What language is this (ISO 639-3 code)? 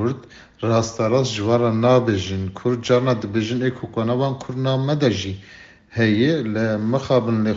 kur